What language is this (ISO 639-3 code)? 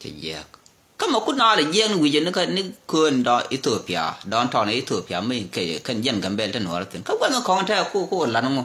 nus